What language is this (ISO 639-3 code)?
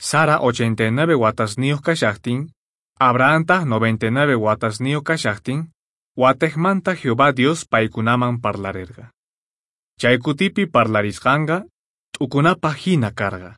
que